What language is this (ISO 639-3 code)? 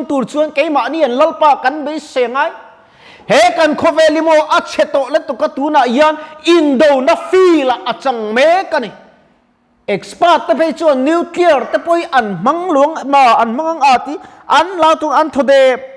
lus